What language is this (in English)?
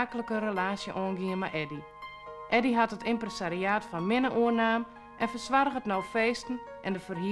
Western Frisian